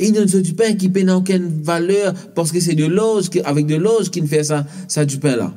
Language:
Morisyen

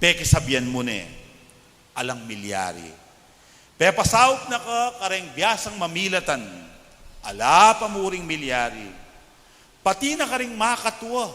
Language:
Pampanga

